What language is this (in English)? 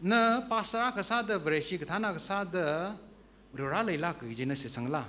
Tangkhul Naga (India)